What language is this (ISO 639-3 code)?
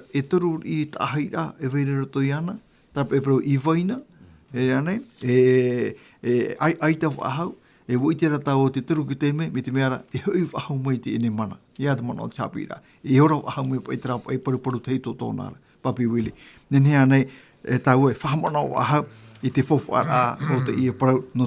tah